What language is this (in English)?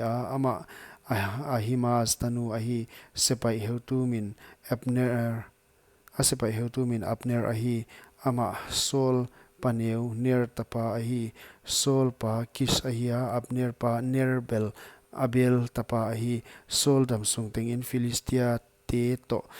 Paite Chin